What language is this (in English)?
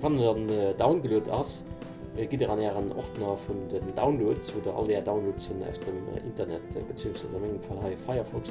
Luxembourgish